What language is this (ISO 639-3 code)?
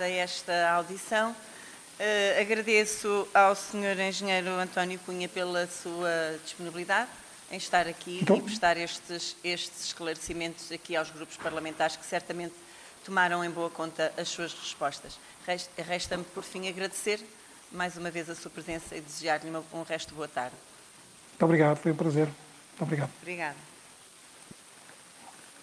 por